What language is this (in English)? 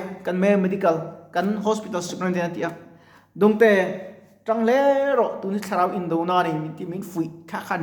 Mizo